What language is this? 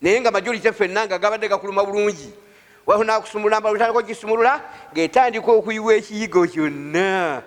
Ganda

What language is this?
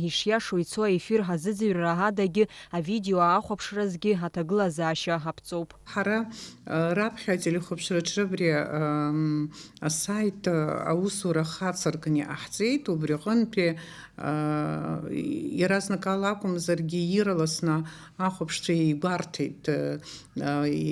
Abkhazian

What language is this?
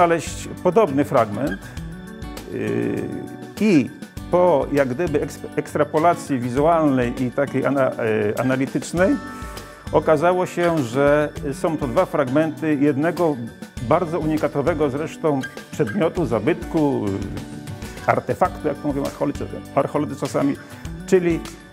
Polish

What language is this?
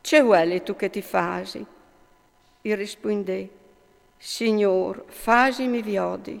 Friulian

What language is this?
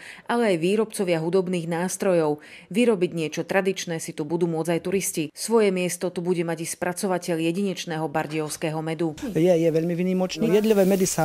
Slovak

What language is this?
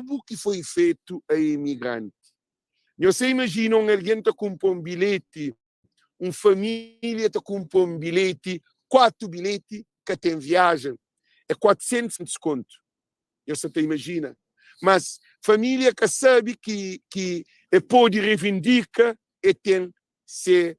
Kabuverdianu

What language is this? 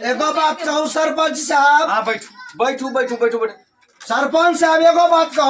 Maithili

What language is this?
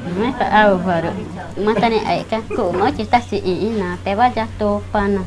Ticuna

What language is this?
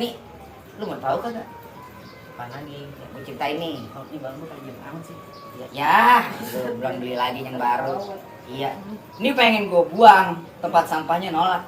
Betawi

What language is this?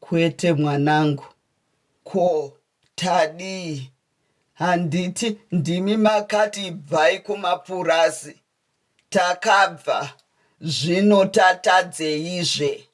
Shona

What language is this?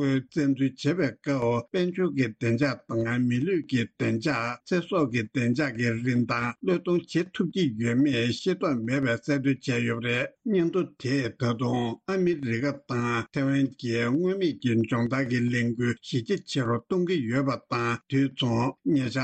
Tibetan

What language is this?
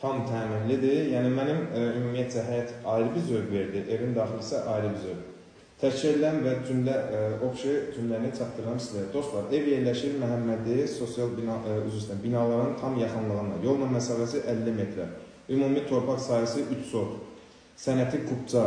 Azerbaijani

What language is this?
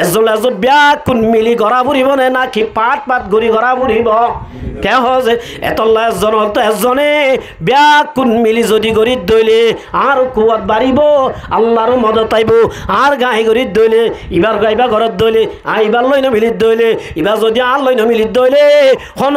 Rohingya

